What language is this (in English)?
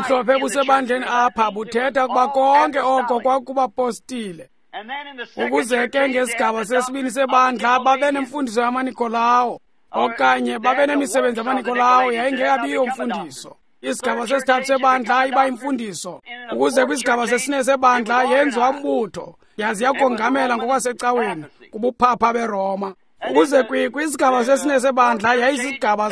Xhosa